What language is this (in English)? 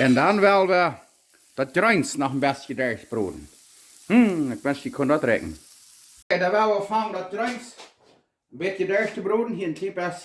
Plautdietsch